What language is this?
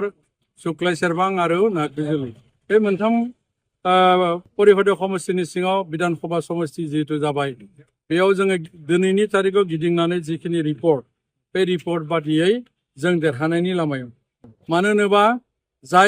Bodo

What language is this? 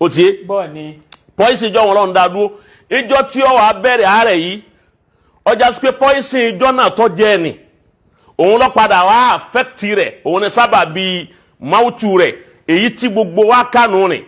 Yoruba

